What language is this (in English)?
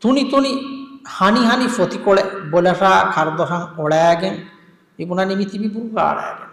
Divehi